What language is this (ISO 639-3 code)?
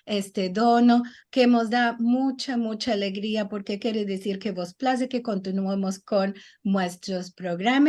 lad